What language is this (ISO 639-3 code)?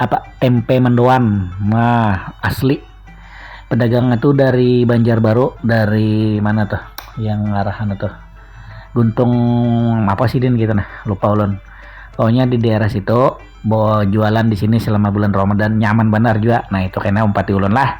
bjn